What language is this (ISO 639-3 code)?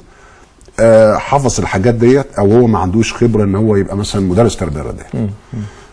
arz